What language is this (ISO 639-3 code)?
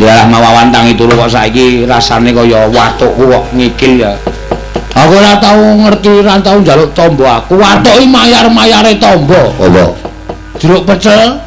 jav